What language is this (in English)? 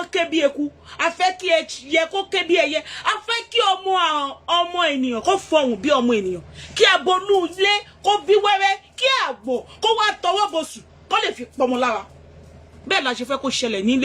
Yoruba